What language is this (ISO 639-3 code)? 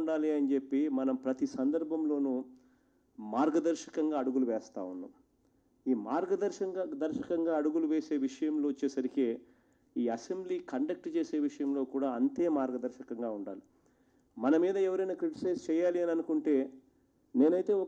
tel